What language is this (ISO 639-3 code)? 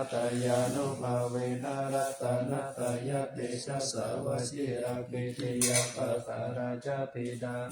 pli